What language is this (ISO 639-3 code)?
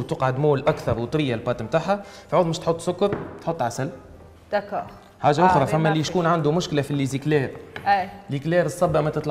aeb